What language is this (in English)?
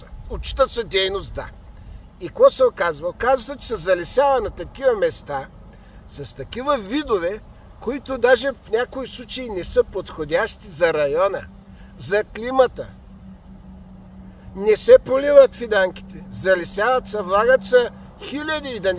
Bulgarian